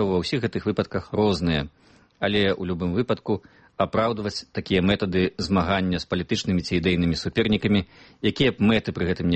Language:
Belarusian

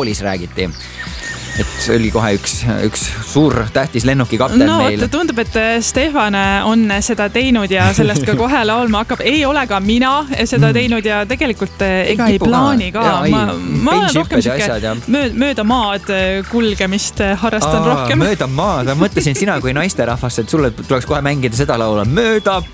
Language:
Estonian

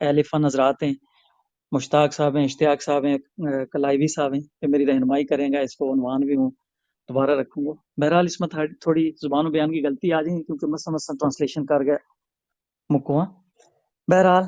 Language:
Gujari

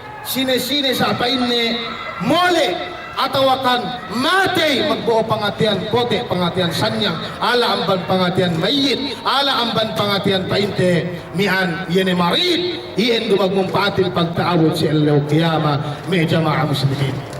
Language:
Yakan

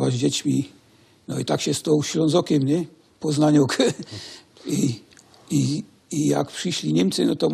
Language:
Silesian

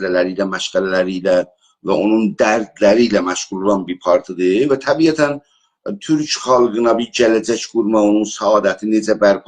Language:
South Azerbaijani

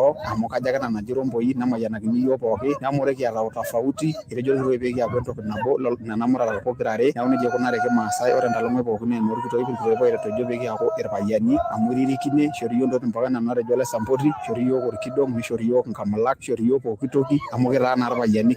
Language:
Masai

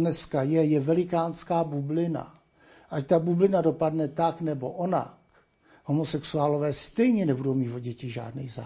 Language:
Czech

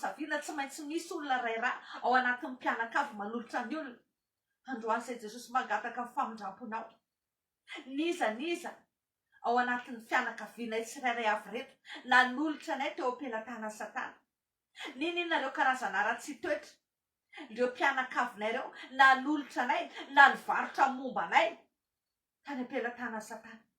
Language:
Malagasy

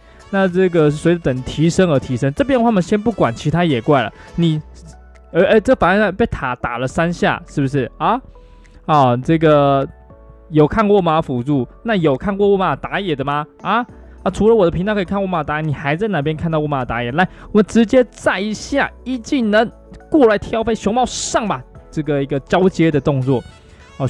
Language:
Chinese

